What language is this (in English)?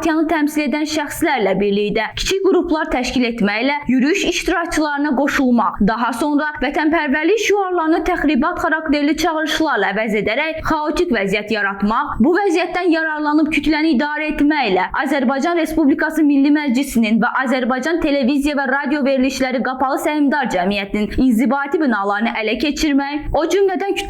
Azerbaijani